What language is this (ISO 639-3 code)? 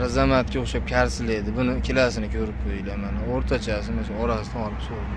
uzb